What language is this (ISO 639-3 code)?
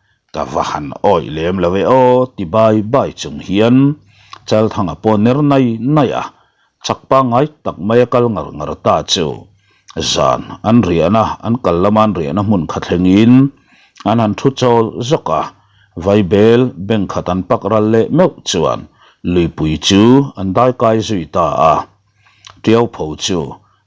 lus